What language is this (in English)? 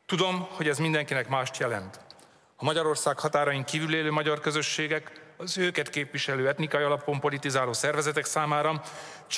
Hungarian